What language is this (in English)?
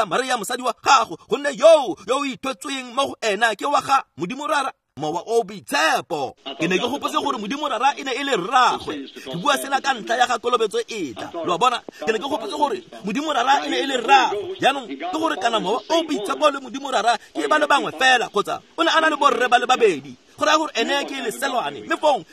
Tswana